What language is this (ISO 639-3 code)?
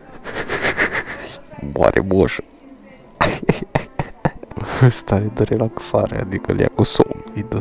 ron